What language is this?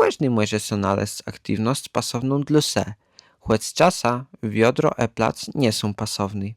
Kashubian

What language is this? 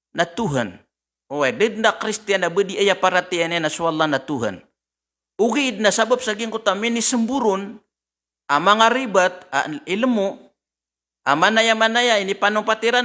Maranao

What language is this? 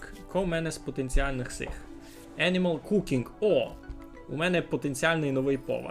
Rusyn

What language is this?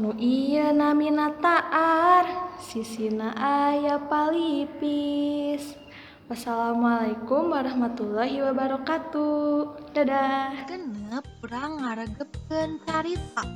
Sundanese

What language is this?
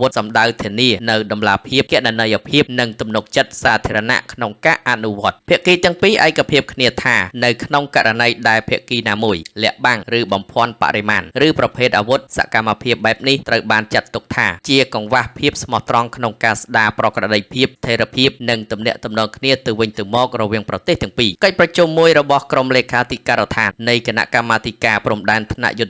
Khmer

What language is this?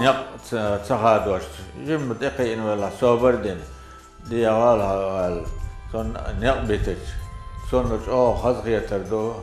Chechen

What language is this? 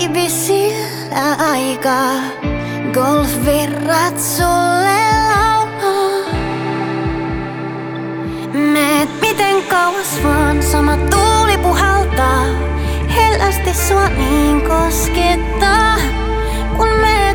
Finnish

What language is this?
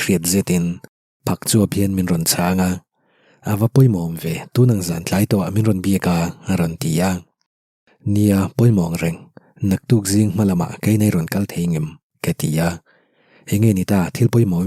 Mizo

